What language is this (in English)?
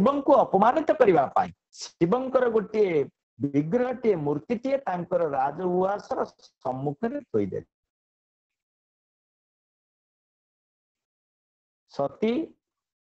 Odia